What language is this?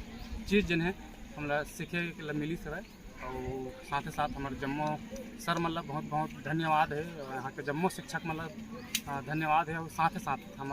Chhattisgarhi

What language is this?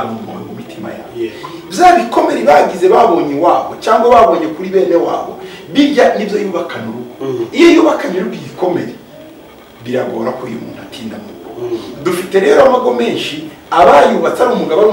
Kinyarwanda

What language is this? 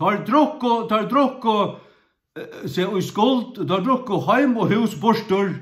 Faroese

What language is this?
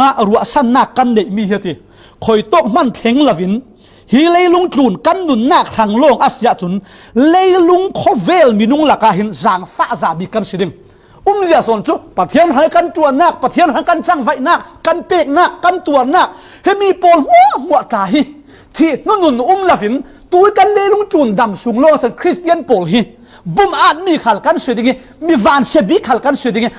Falam Chin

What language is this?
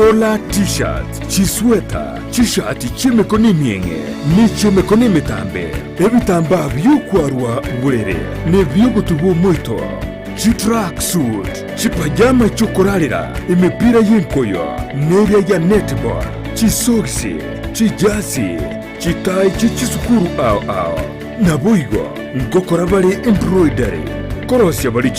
Gusii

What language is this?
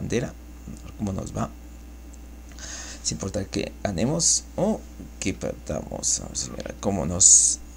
Spanish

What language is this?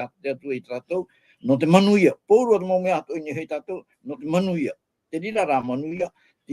Tahitian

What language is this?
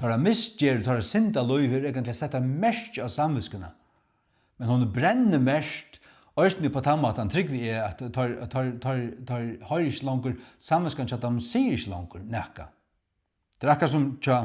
Faroese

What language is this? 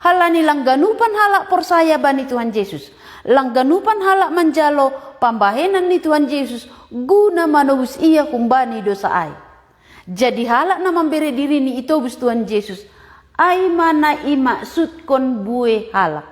Batak Simalungun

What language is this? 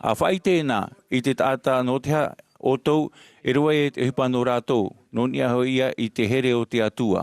Tahitian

